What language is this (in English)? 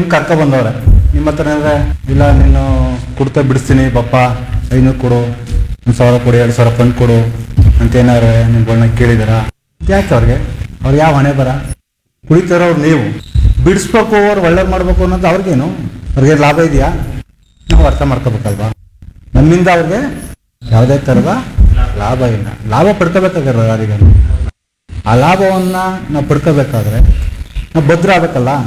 Kannada